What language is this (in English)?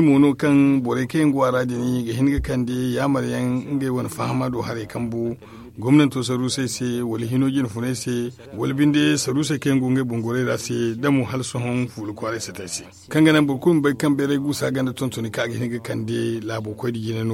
Zarma